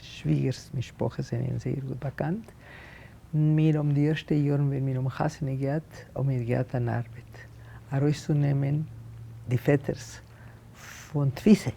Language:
Yiddish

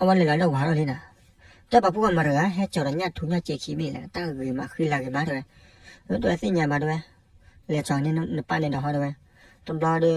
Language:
S'gaw Karen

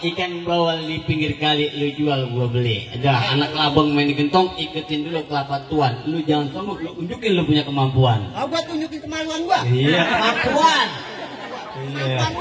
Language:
Betawi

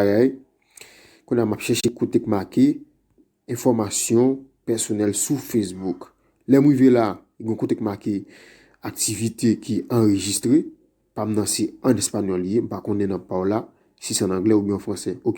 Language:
Haitian Creole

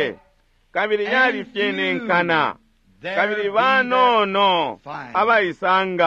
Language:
Bemba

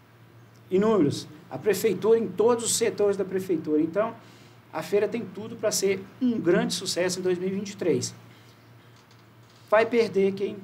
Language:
Portuguese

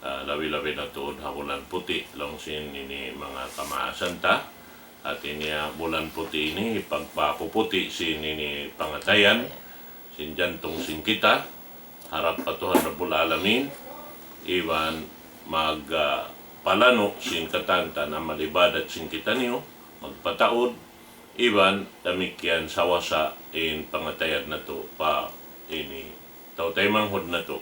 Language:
Tausug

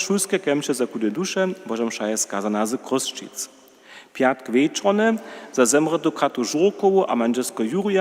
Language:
Upper Sorbian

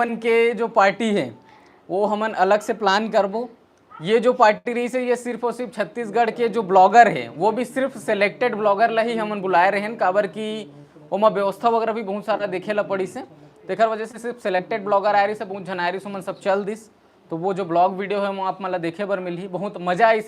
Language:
Chhattisgarhi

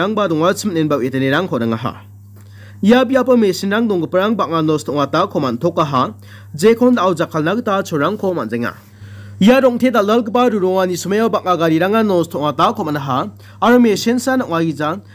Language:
Garo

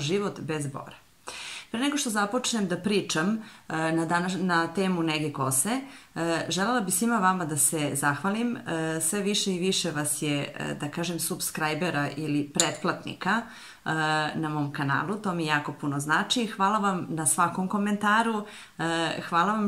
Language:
Serbian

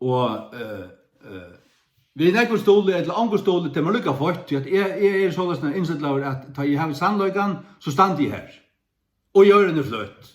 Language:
Faroese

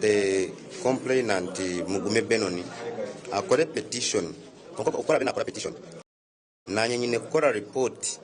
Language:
Nyankole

